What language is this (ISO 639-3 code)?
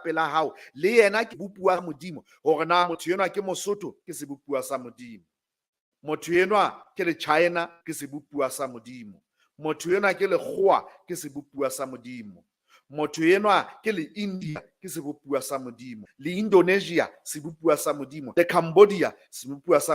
sot